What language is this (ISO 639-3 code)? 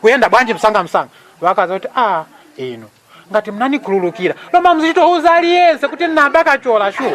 nya